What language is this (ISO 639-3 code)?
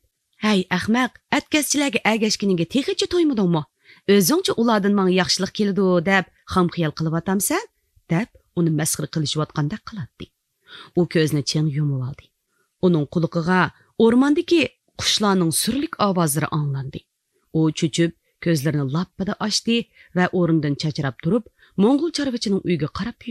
uig